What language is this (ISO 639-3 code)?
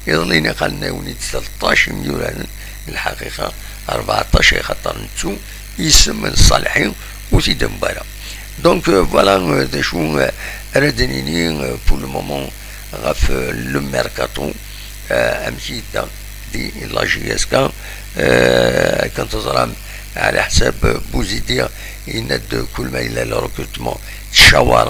kab